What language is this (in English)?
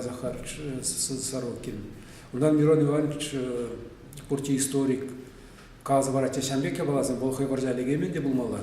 Chuvash